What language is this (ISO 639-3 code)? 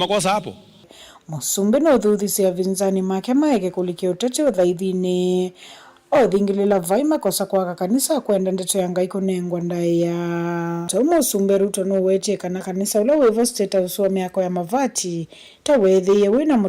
kam